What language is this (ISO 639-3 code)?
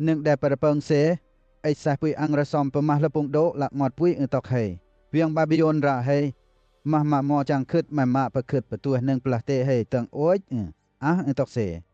lcp